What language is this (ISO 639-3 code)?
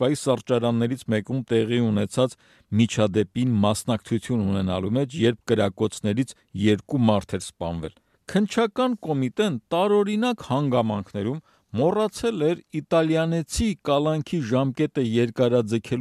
hye